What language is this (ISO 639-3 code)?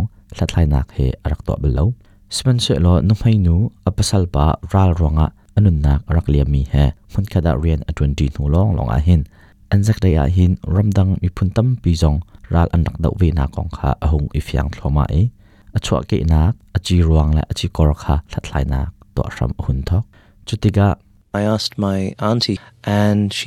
cnh